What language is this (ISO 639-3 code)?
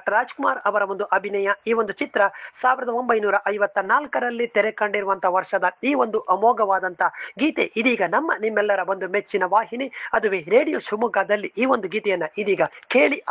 kan